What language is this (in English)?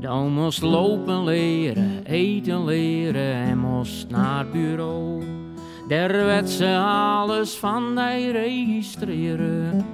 Western Frisian